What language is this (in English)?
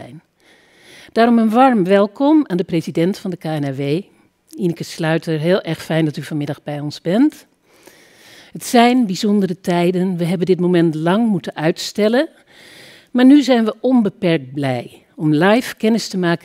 Dutch